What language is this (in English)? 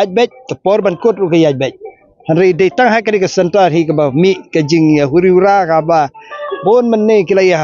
Khasi